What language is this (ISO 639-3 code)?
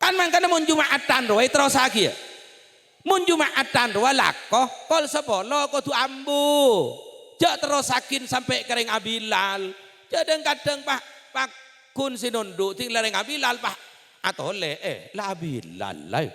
mad